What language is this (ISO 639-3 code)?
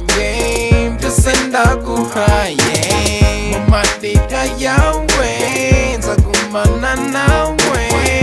kin